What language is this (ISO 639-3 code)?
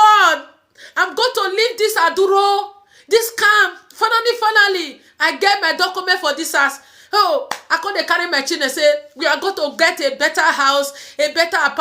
pcm